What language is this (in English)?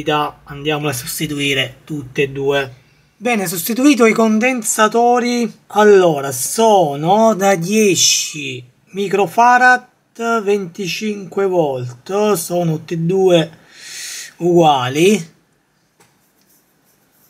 Italian